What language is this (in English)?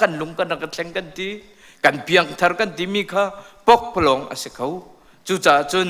Hakha Chin